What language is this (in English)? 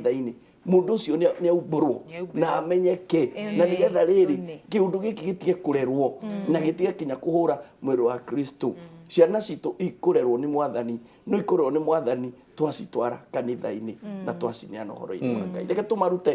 Kikuyu